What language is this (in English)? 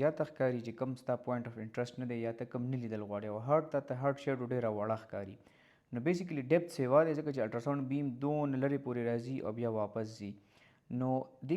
Pashto